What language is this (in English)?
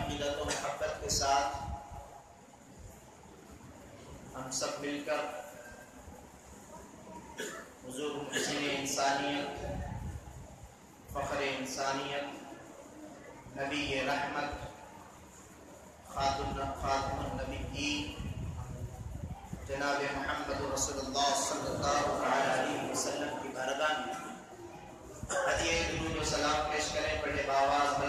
Urdu